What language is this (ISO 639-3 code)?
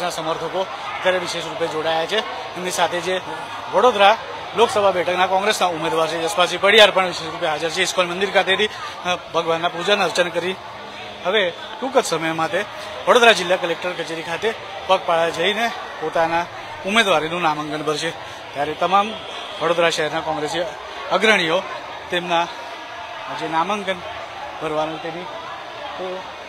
guj